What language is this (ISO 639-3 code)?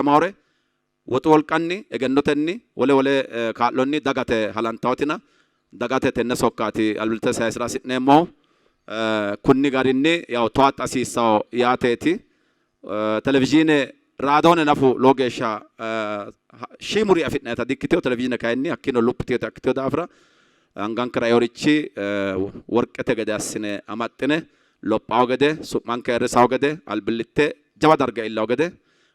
sid